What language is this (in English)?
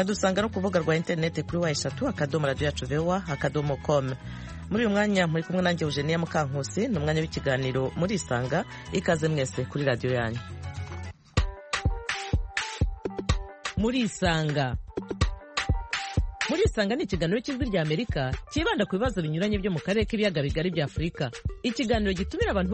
Kinyarwanda